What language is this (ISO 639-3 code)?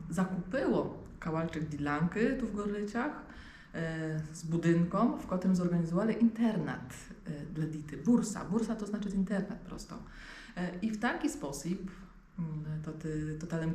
rue